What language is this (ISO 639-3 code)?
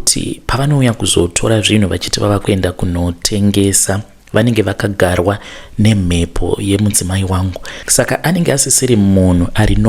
sna